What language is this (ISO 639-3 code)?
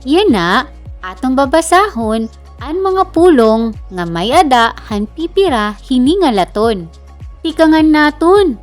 war